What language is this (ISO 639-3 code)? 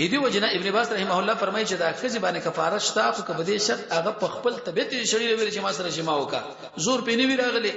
pus